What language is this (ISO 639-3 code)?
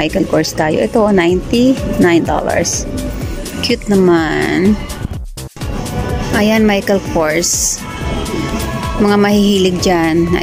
fil